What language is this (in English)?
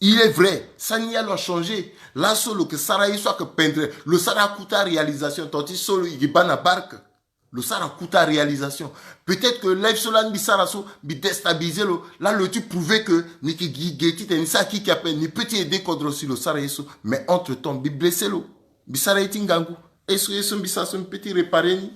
Sango